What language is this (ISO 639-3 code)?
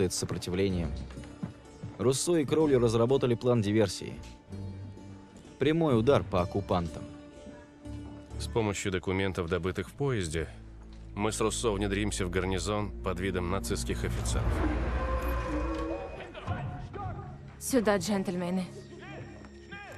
rus